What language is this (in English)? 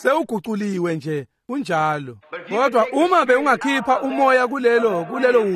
Swati